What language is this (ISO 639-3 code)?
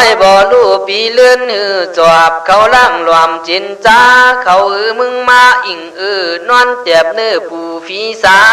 kkh